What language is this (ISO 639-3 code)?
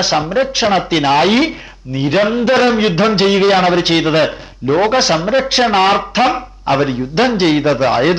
mal